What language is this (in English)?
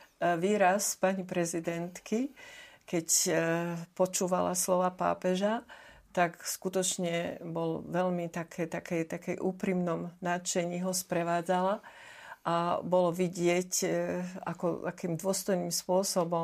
Slovak